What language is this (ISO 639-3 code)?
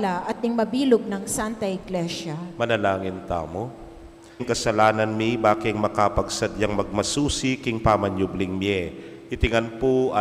pam